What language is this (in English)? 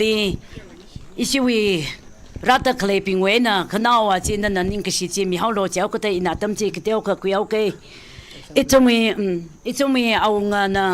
Tangkhul Naga (India)